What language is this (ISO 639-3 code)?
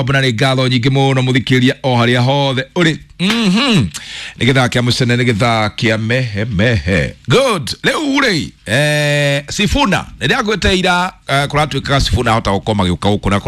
kik